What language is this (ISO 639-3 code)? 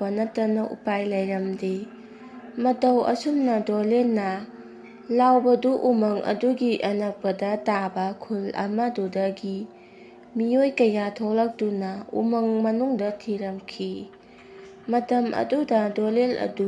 mni